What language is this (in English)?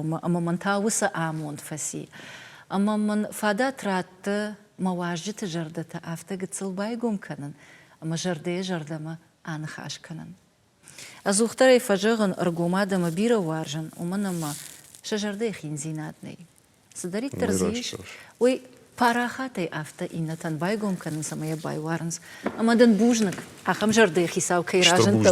Ossetic